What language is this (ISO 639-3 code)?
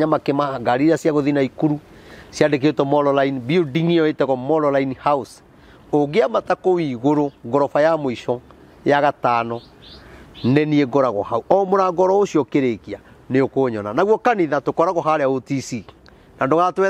kik